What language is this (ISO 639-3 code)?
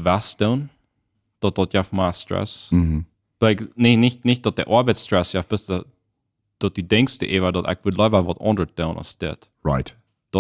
pdt